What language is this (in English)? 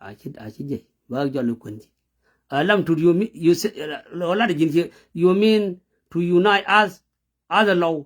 Nuer